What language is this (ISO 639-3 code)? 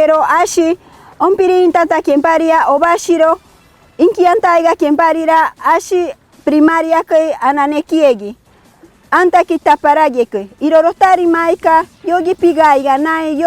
mcb